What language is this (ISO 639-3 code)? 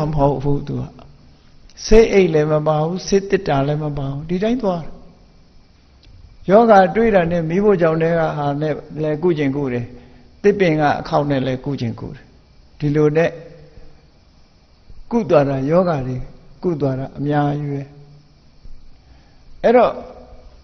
mya